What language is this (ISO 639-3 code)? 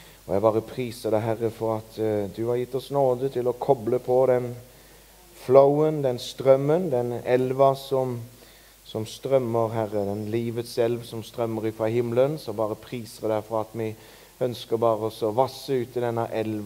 nor